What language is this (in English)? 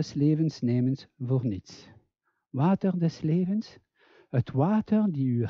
Dutch